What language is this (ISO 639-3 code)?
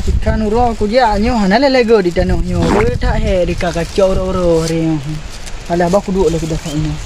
ace